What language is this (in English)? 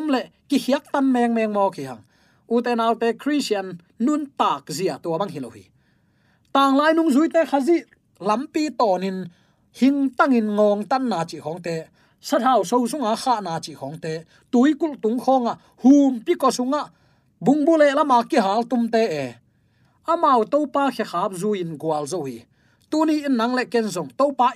Tedim Chin